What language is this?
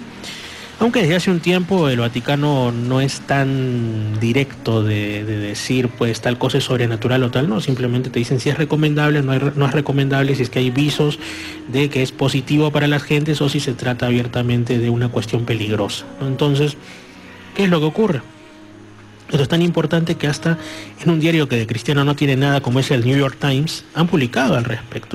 Spanish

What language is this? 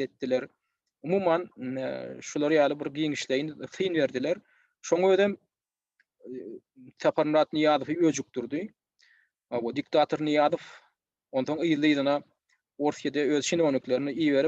Turkmen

